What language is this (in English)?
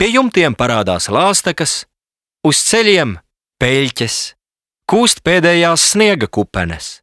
Latvian